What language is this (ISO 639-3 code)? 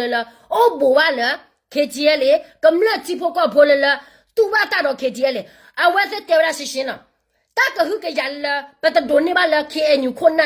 ksw